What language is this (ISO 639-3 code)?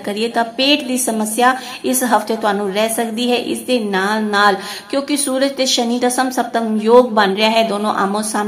pan